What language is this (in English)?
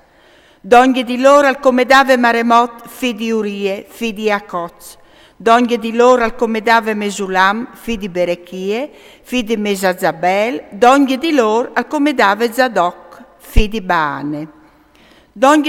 Friulian